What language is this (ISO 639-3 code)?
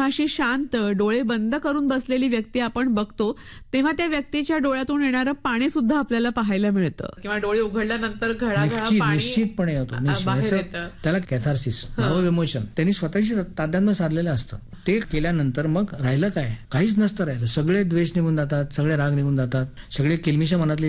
mar